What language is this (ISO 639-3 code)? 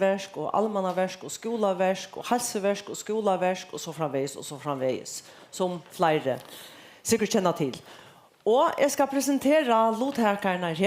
fao